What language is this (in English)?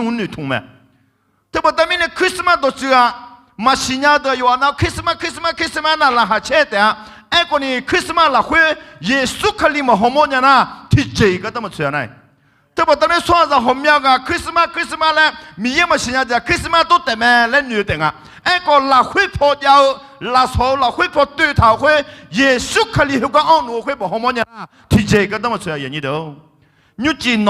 Akha